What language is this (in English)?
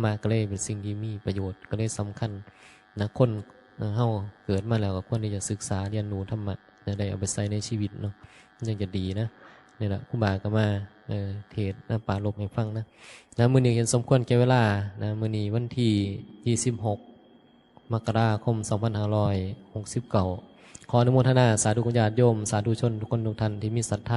Northeastern Thai